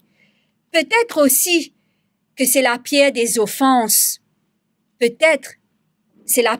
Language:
Morisyen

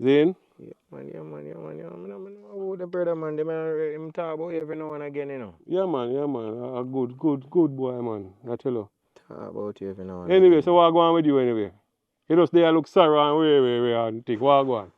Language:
Jamaican Creole English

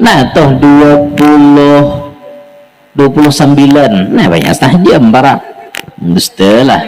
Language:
Banjar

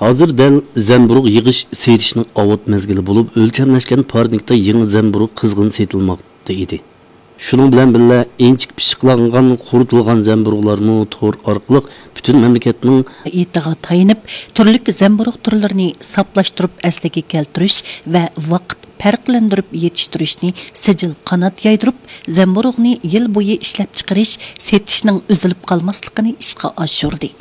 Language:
Uyghur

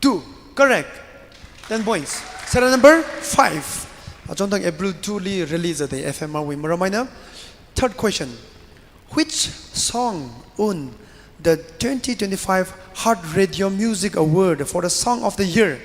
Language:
Tangkhul Naga (India)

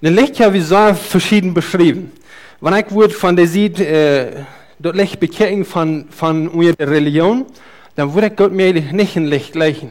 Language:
Plautdietsch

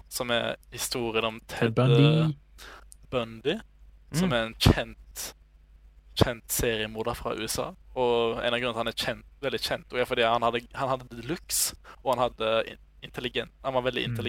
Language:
Norwegian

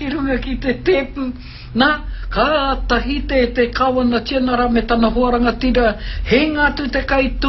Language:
Māori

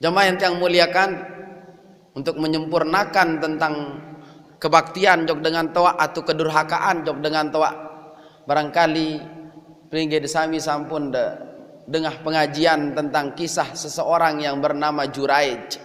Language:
Sasak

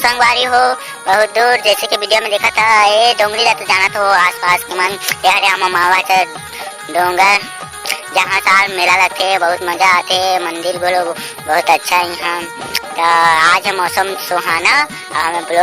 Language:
Chhattisgarhi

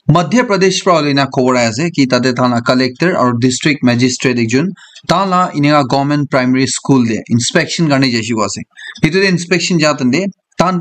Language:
Naga Pidgin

